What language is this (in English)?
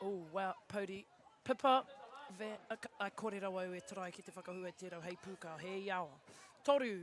Māori